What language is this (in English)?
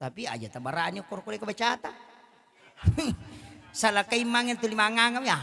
Buginese